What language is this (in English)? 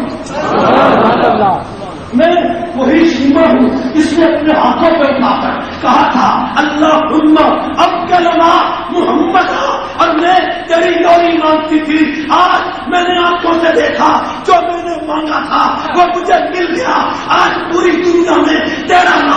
Urdu